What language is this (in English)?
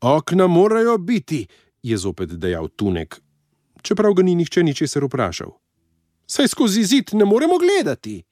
Slovenian